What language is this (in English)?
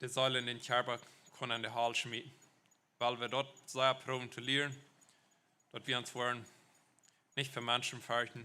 Plautdietsch